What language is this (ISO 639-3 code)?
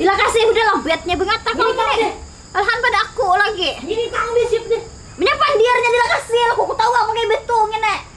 bjn